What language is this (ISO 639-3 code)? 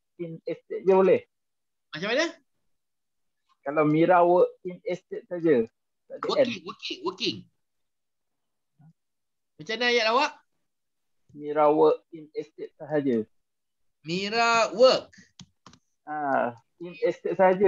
msa